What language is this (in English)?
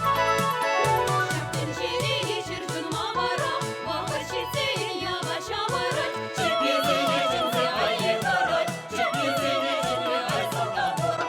Chuvash